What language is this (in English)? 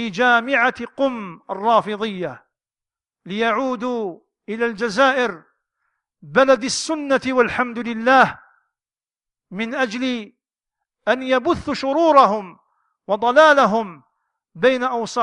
Arabic